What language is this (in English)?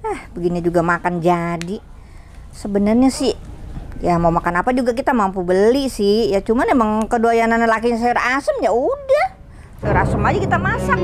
Betawi